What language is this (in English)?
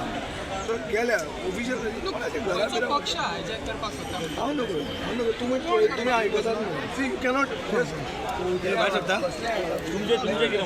Konkani